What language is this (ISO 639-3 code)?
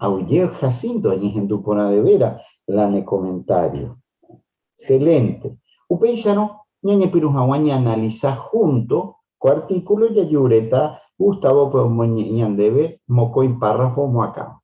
grn